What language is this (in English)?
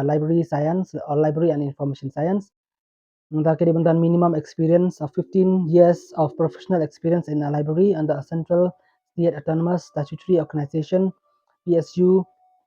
Khasi